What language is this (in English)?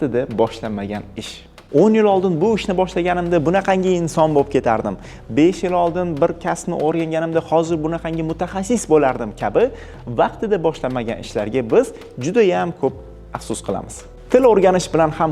Uzbek